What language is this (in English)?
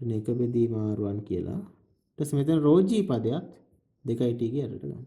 Sinhala